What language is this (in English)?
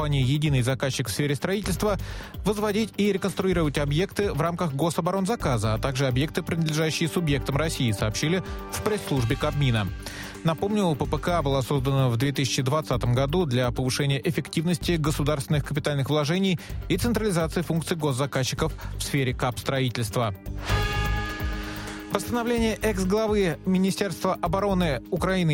Russian